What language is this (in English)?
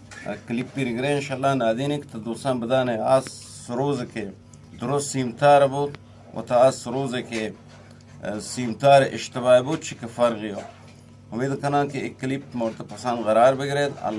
Eastern Balochi